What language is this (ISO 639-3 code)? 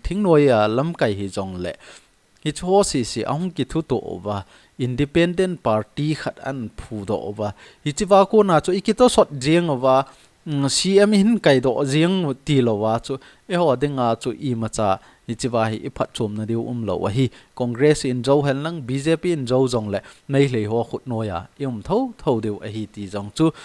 tcz